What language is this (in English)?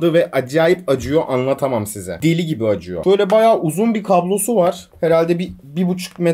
Turkish